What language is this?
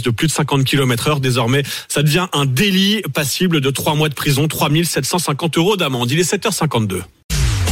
French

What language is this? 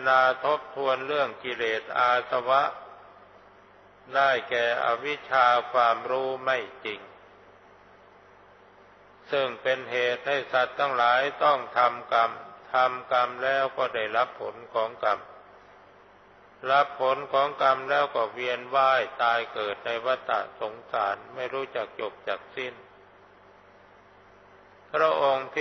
Thai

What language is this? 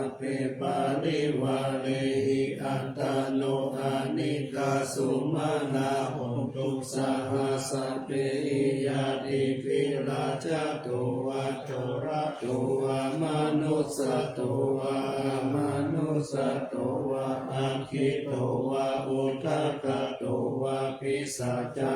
Pali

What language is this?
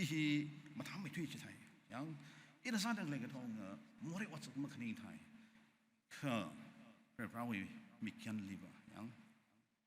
Tangkhul Naga (India)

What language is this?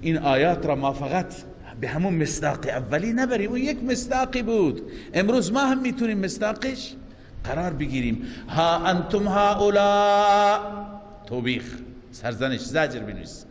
Persian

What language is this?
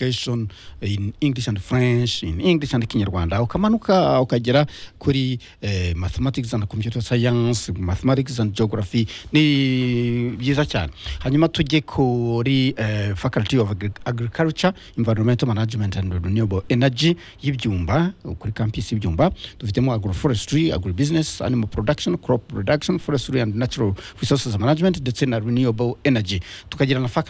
Kinyarwanda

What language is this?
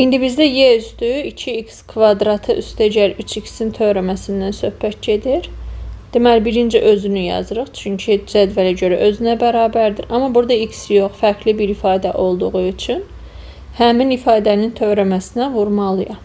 Azerbaijani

